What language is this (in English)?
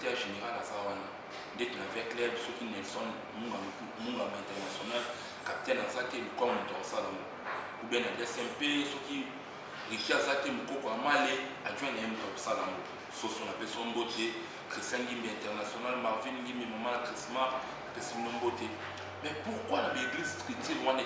Lingala